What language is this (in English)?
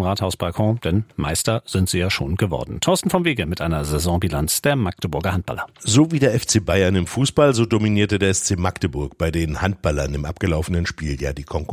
German